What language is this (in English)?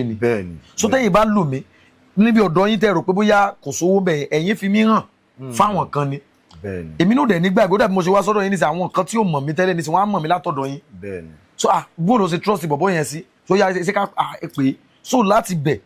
Yoruba